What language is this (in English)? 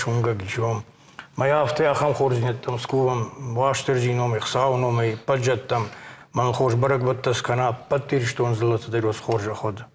Ossetic